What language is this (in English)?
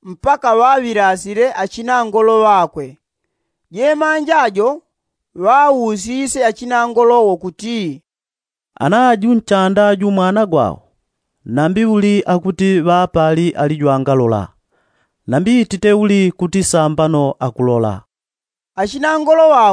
Yao